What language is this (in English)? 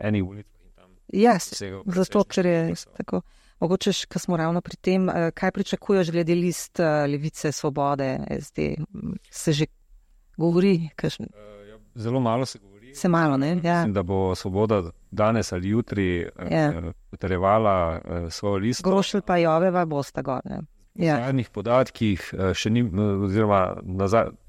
Slovenian